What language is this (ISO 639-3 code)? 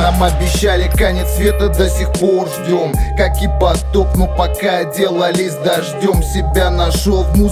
rus